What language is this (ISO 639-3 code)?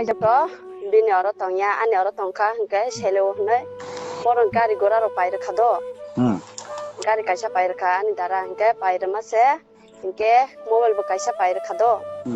trp